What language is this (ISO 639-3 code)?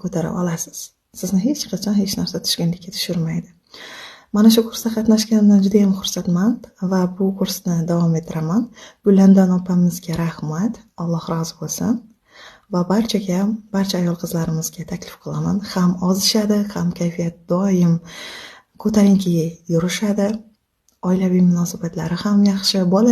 uzb